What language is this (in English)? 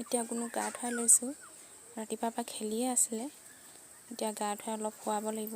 Assamese